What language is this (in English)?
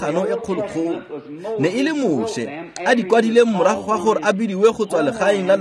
Tswana